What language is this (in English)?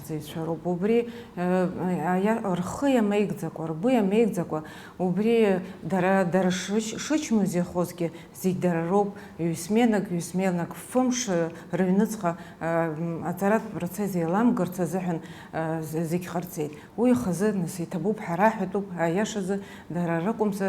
Abkhazian